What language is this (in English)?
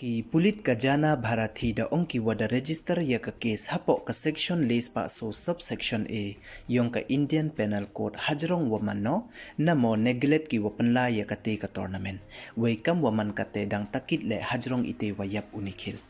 Pnar